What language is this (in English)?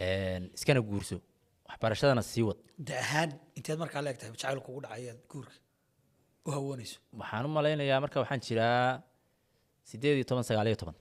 Somali